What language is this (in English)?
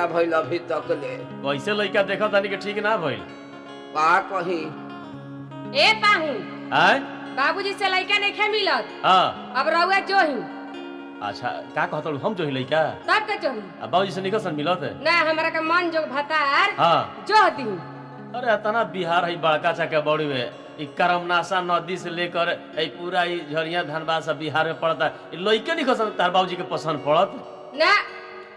Bhojpuri